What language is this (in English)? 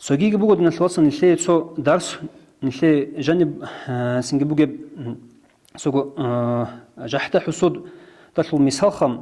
Avaric